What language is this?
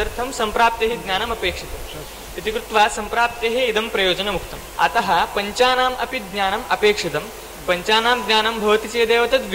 Sanskrit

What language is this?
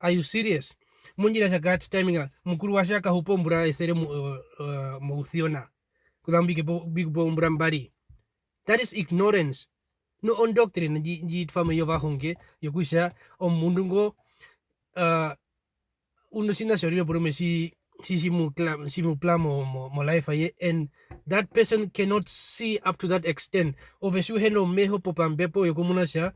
Herero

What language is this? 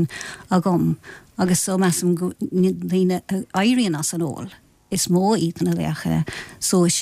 Irish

